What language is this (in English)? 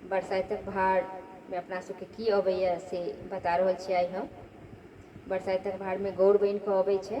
Maithili